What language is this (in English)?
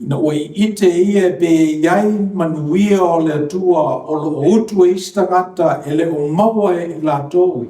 Samoan